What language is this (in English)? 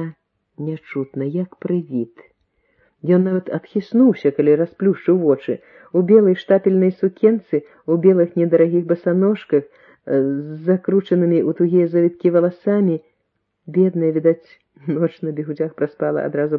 Belarusian